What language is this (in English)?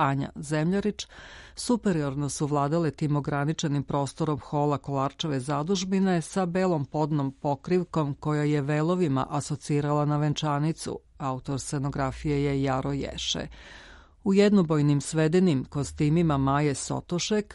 Serbian